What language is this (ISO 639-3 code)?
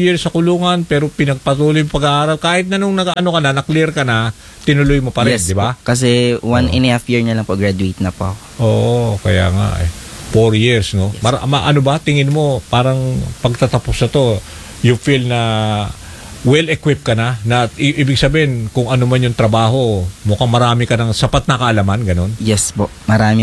fil